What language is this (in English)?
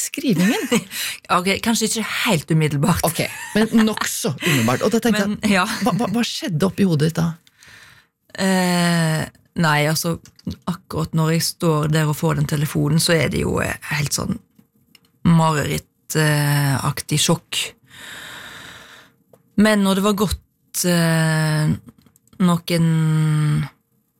Norwegian